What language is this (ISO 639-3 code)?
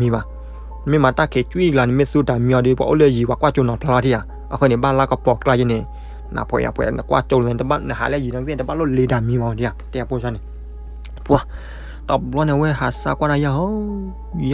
ksw